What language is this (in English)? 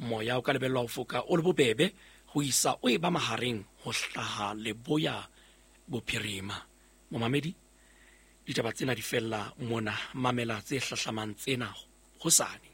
Southern Sotho